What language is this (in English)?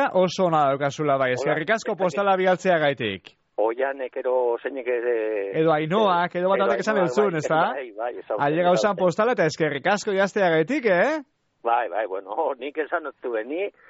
Basque